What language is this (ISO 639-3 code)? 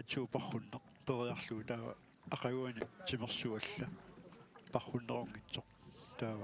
kal